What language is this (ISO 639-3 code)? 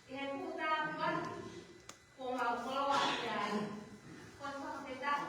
ton